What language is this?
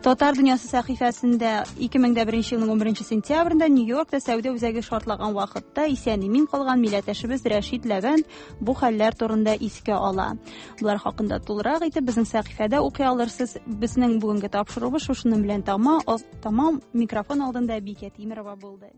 Tatar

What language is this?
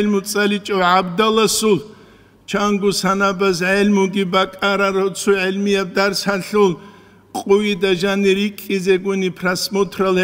Avaric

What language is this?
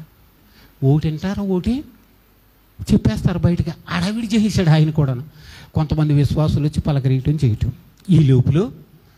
Telugu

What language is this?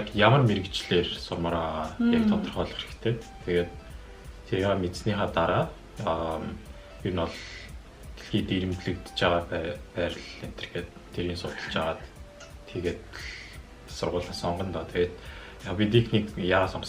Mongolian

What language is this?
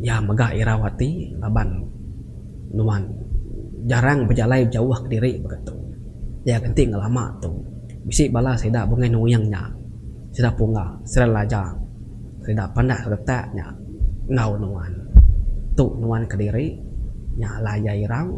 Iban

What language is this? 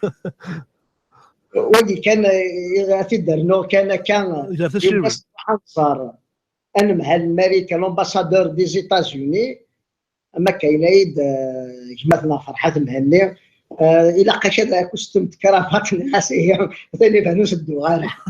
Kabyle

